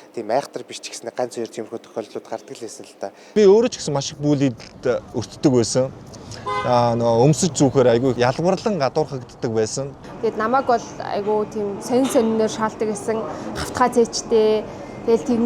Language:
Mongolian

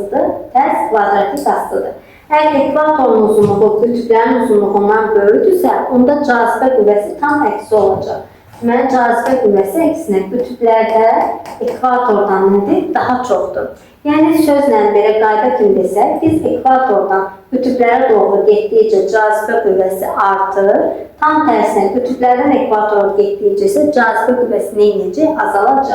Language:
Azerbaijani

